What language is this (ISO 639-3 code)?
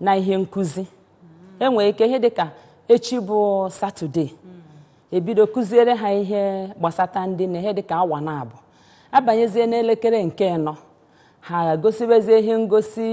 ibo